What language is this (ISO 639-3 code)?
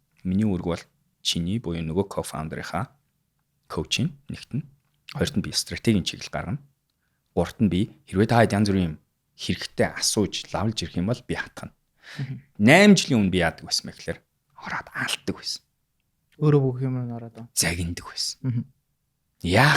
mon